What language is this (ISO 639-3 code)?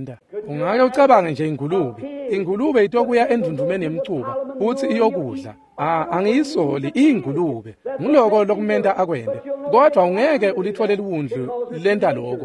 ssw